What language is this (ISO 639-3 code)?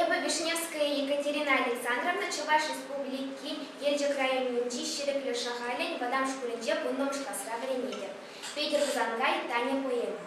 chv